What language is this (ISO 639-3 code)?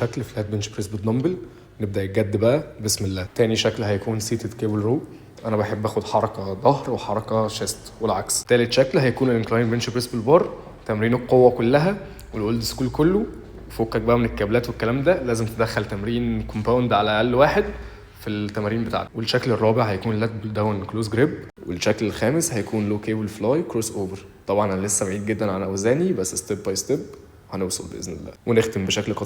arz